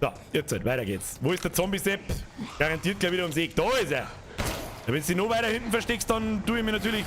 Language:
Bavarian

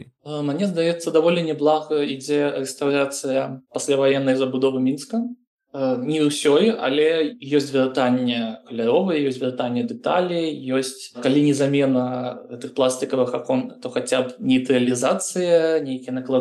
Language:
Belarusian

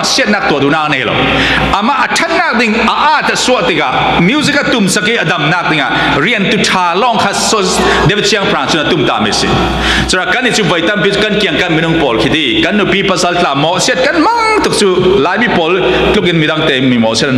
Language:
Falam Chin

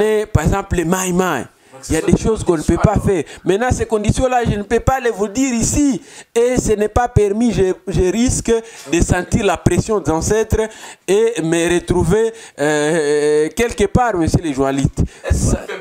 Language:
French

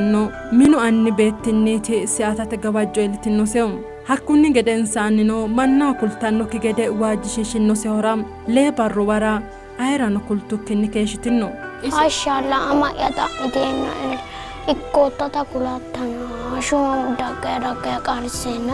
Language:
Sidamo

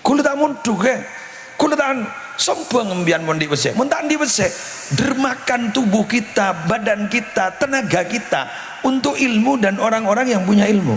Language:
Madurese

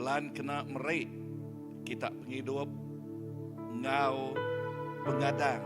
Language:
Iban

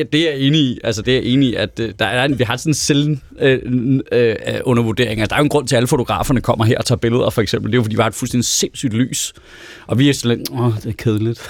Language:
Danish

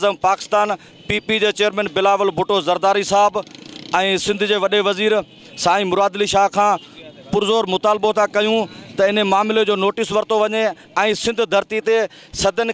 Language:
Sindhi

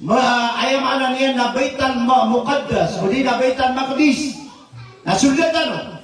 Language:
Maranao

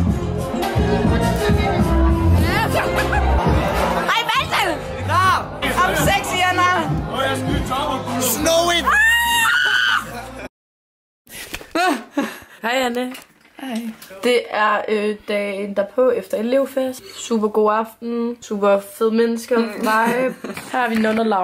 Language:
Danish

